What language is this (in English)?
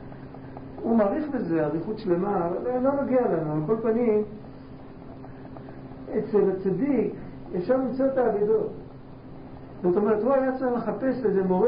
Hebrew